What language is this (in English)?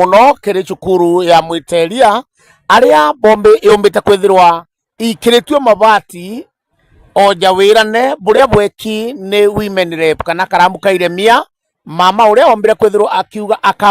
Meru